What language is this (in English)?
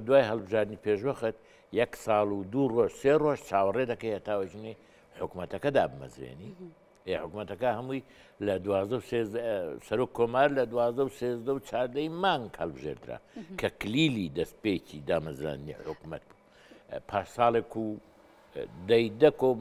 Central Kurdish